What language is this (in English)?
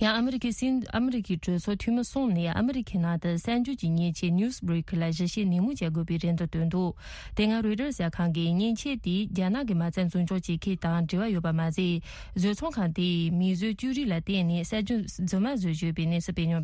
Tibetan